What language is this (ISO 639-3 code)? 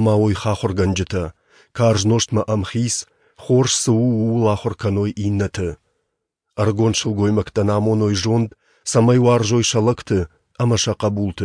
oss